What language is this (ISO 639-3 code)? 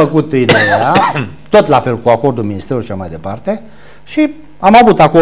ron